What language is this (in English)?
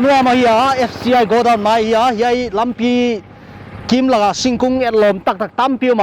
Paite Chin